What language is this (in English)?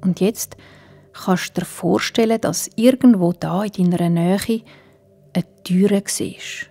Swiss German